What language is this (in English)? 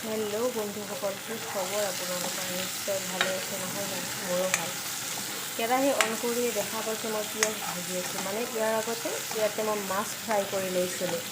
Assamese